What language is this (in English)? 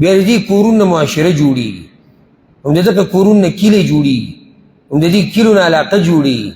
Pashto